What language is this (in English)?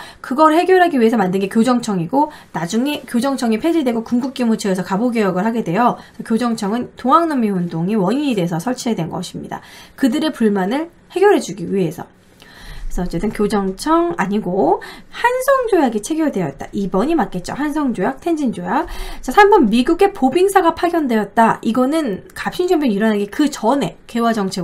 Korean